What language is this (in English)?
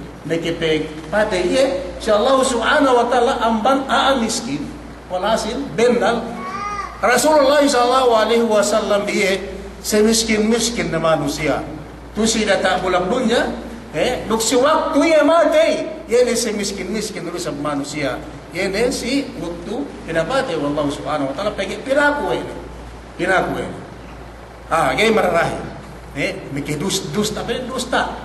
Yakan